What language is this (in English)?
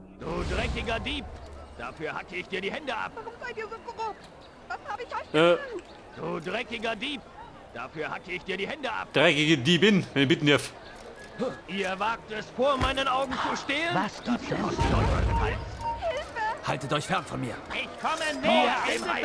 Bavarian